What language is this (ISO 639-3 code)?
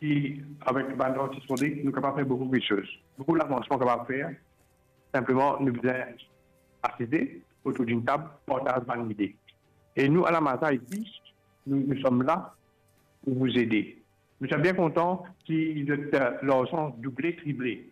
mfe